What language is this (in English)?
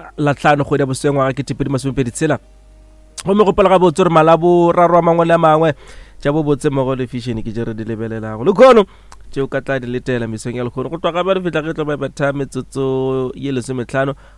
Northern Sotho